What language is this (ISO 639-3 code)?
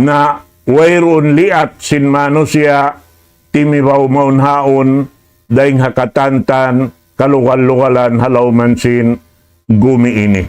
tsg